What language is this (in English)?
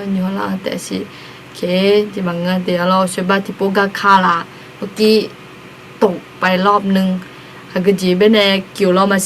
Akha